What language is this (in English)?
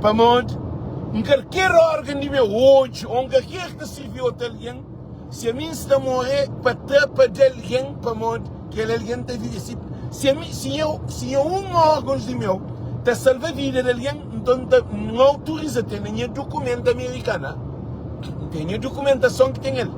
Kabuverdianu